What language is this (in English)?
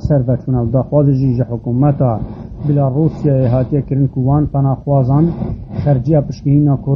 Kurdish